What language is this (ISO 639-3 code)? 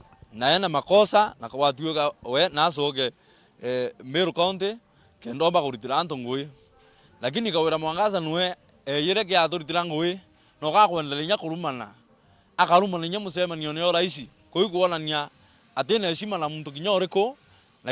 mer